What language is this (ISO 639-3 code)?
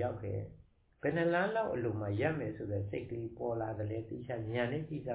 mya